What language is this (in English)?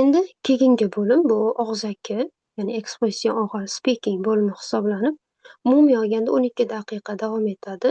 Uzbek